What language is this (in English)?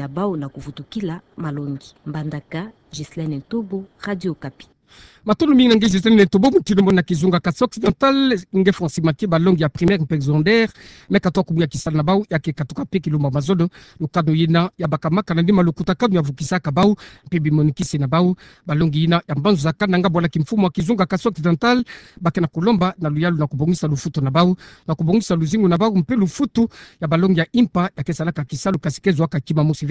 Kituba (Democratic Republic of Congo)